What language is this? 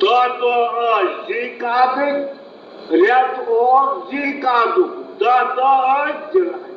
Kashmiri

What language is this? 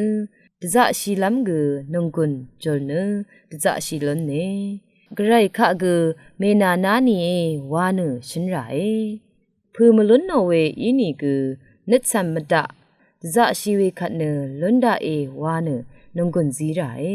Rawang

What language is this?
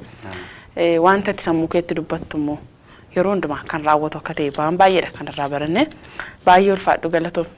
Oromo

